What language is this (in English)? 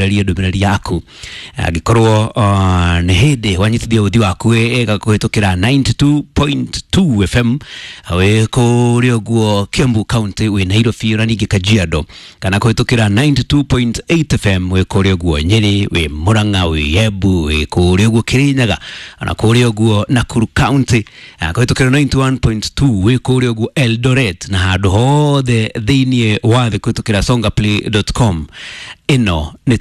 Kikuyu